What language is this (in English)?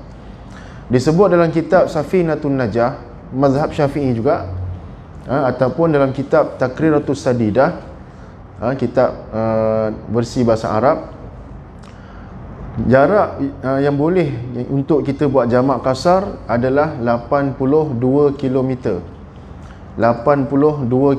Malay